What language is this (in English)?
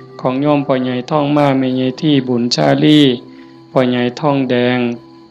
Northeastern Thai